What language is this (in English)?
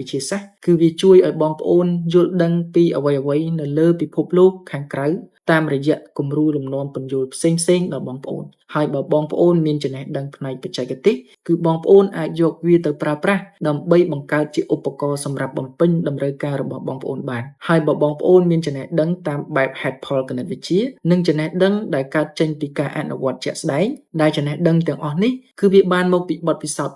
Khmer